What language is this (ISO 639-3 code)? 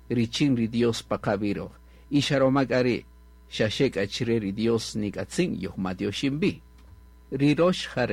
cak